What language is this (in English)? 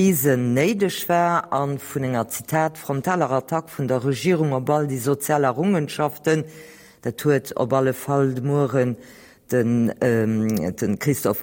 Luxembourgish